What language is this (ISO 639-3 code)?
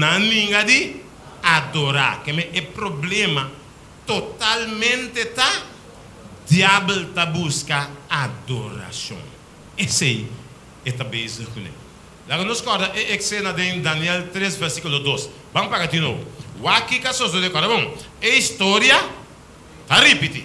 pap